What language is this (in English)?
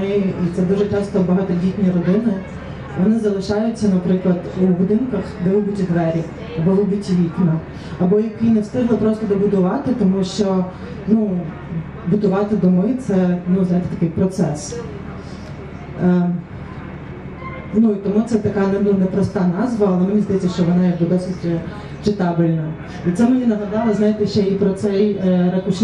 Ukrainian